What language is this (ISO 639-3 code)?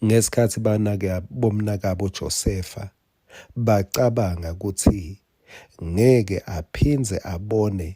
ssw